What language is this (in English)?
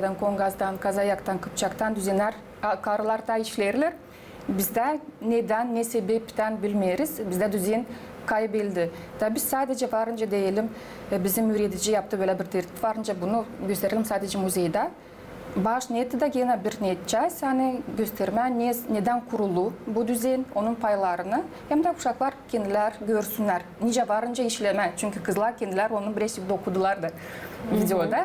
Gagauz